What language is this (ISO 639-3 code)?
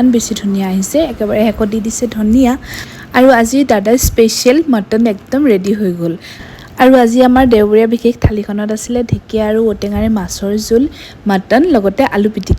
asm